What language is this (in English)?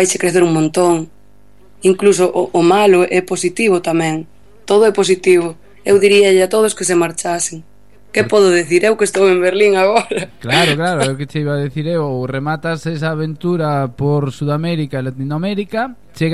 Galician